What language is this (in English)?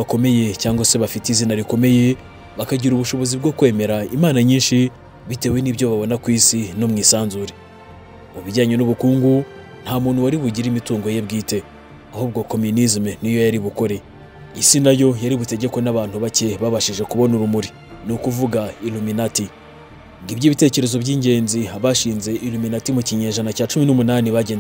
Kinyarwanda